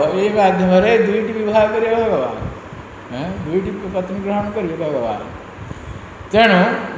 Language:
Odia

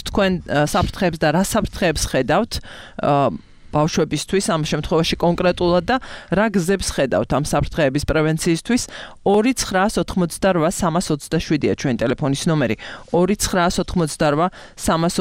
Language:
Georgian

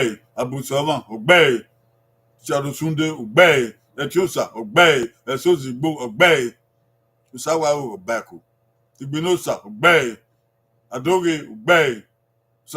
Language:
Bini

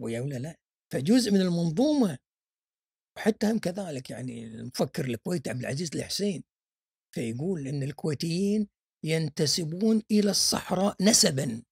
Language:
Gulf Arabic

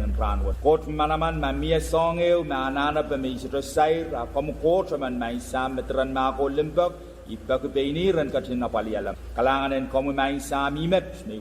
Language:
Pohnpeian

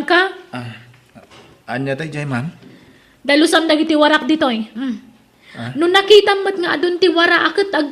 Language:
Iloko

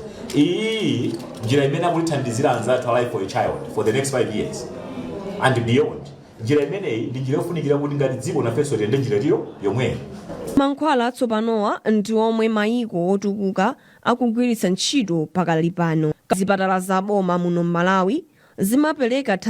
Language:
Nyanja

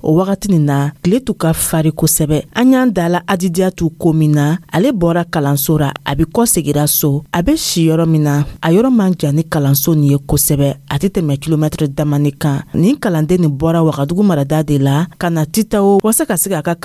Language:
Dyula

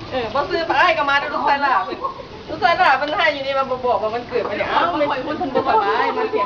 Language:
Lao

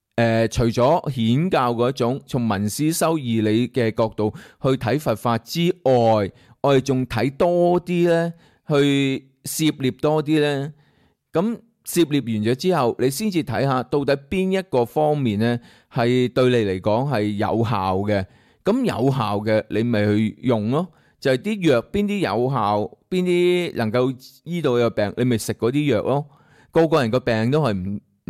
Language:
Cantonese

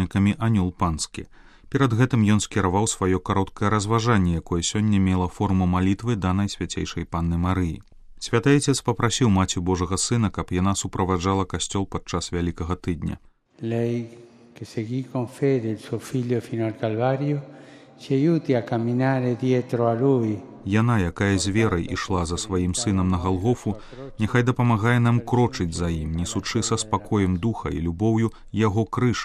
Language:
Belarusian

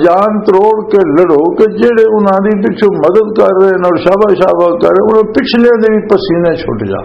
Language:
Western Panjabi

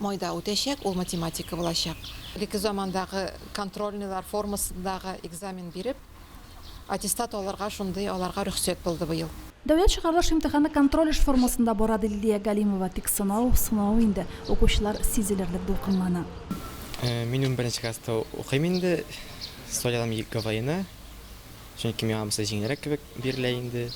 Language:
Tatar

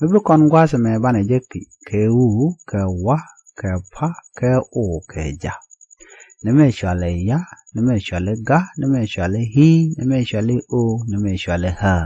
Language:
Nuer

